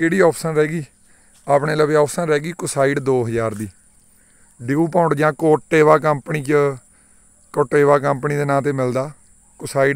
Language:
Punjabi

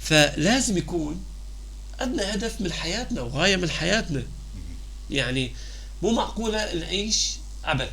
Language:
North Levantine Arabic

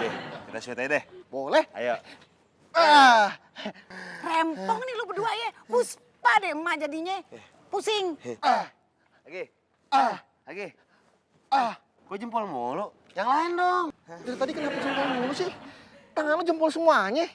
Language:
Betawi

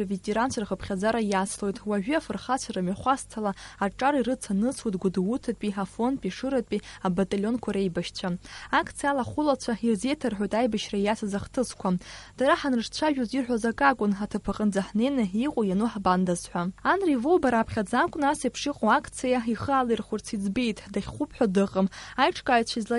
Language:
Abkhazian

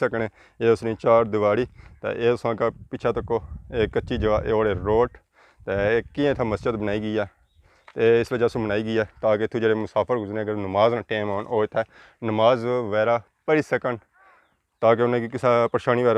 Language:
Pahari-Potwari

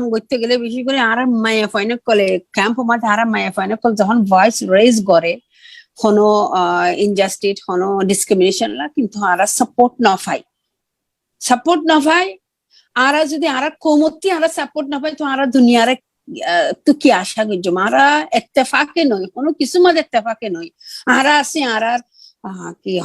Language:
Rohingya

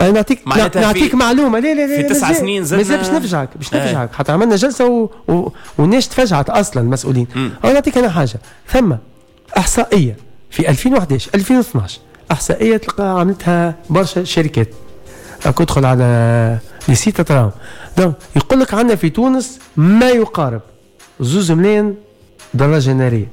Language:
Tunisian Arabic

